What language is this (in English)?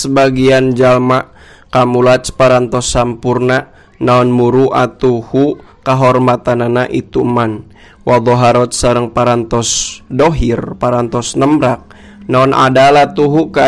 Sundanese